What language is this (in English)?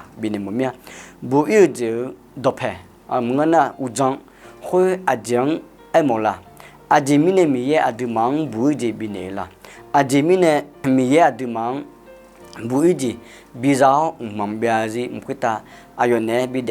Akha